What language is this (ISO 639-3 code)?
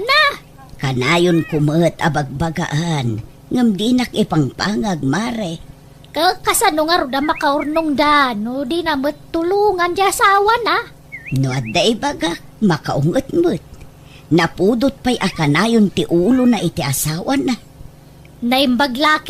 ilo